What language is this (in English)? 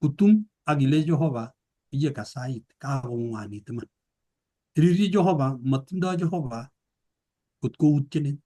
Kalenjin